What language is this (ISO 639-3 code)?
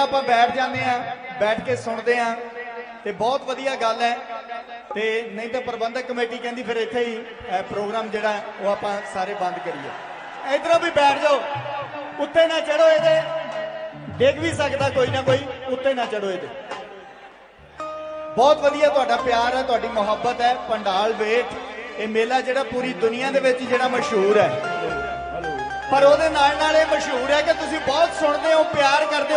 pan